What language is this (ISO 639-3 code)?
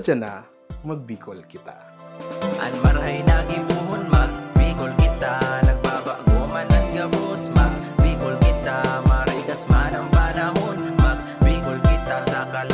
bik